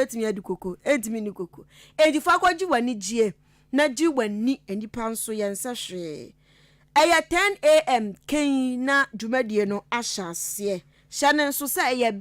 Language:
Akan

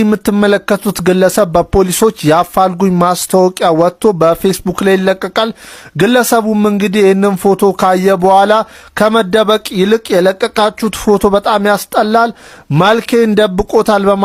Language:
Amharic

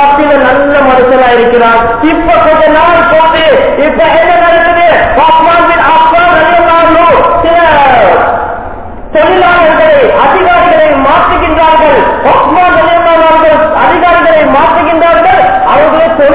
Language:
Tamil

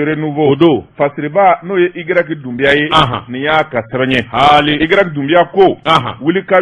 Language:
Bambara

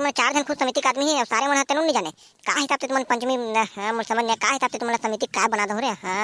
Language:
Chhattisgarhi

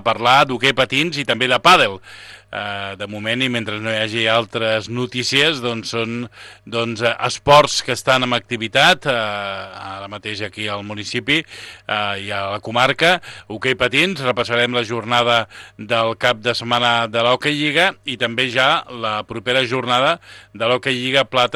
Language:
Catalan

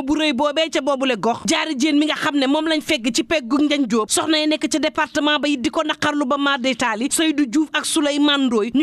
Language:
Wolof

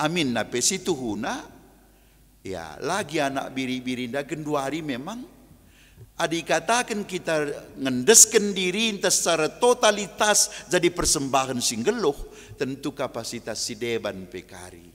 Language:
Batak Karo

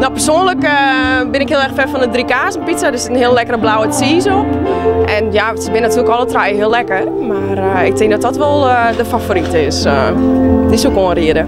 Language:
Western Frisian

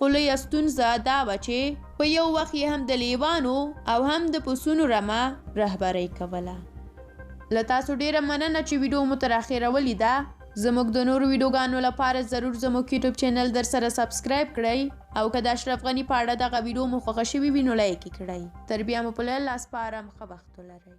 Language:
Pashto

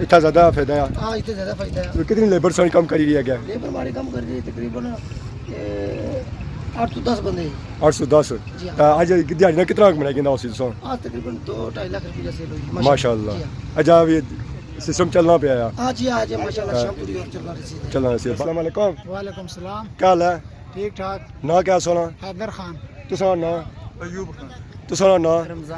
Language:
Pahari-Potwari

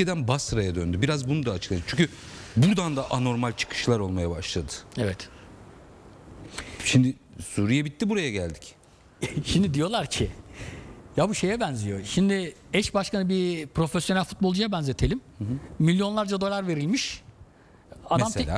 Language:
Turkish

